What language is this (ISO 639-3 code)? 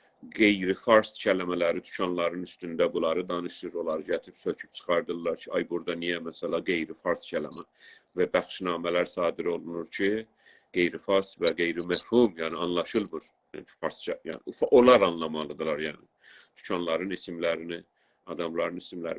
azb